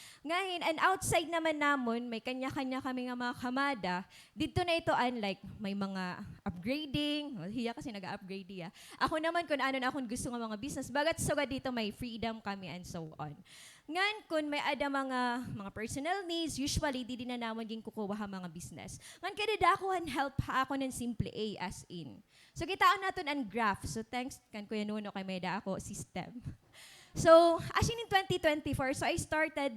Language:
Waray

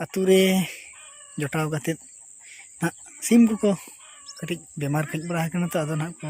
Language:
Santali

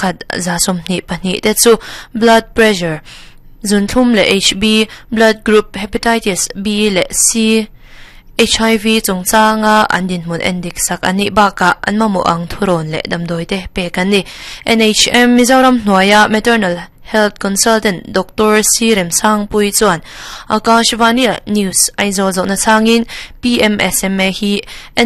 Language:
Mizo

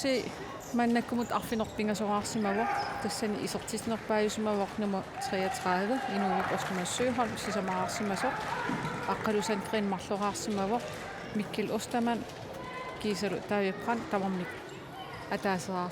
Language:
Kalaallisut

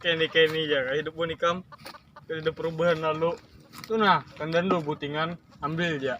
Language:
Banjar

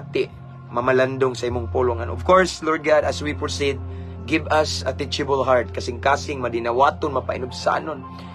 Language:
Cebuano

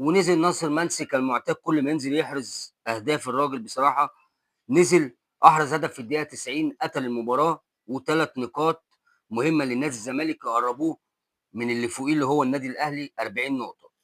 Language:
Egyptian Arabic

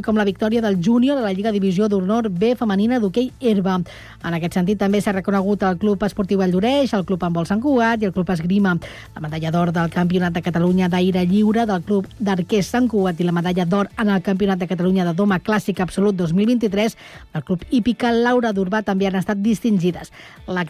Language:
Catalan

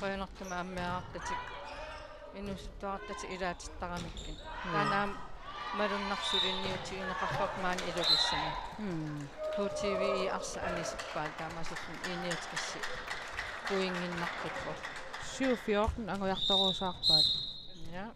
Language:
Kalaallisut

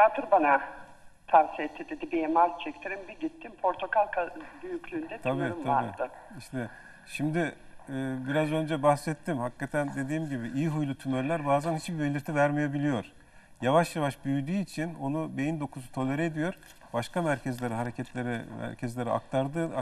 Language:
Turkish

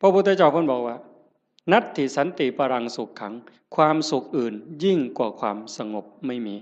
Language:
Northeastern Thai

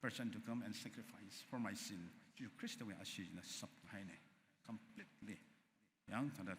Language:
Tangkhul Naga (India)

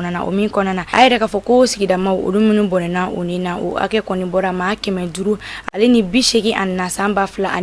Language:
Bambara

